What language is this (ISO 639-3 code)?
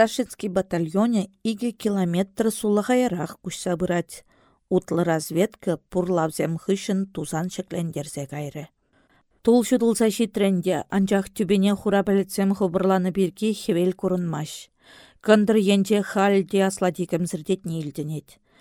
chv